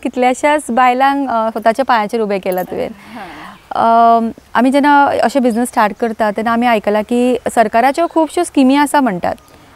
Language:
Konkani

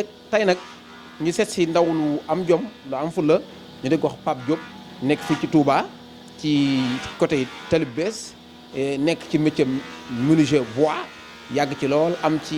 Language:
Wolof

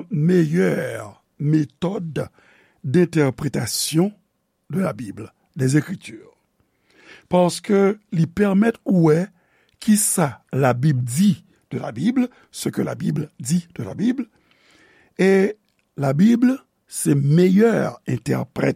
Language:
Haitian Creole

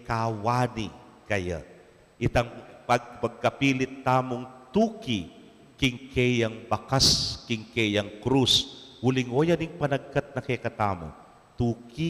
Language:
Pampanga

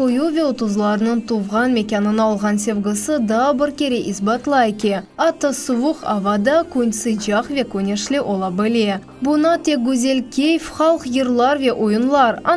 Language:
Crimean Tatar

